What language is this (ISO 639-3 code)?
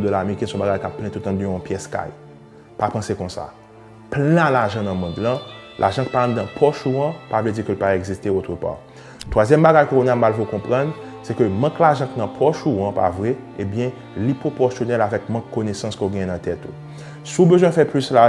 hat